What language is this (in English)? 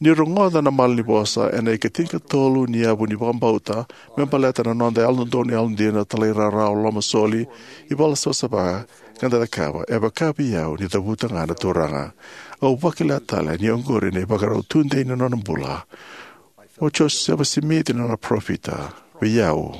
Fijian